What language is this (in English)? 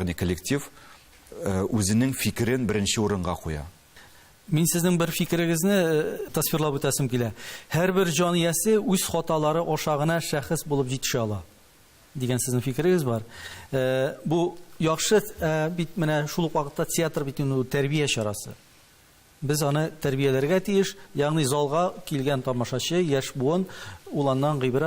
Tatar